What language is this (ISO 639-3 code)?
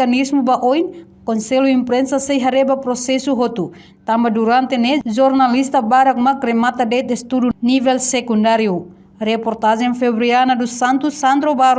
tet